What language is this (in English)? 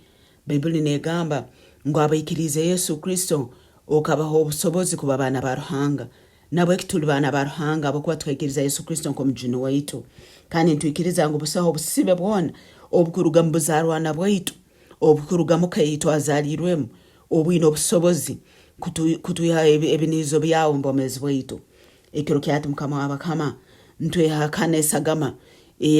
Tooro